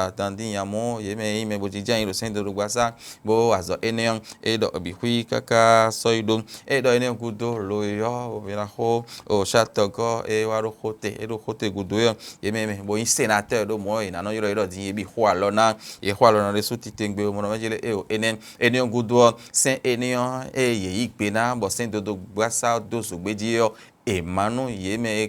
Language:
Fon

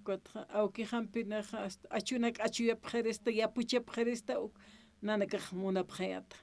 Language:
Aymara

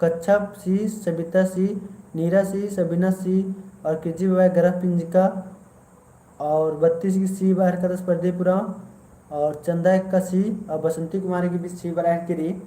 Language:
Kurukh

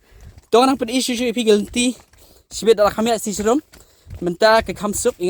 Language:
Khasi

